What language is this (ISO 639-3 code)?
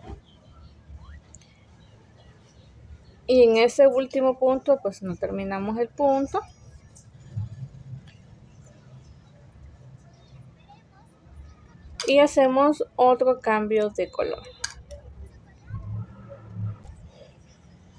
spa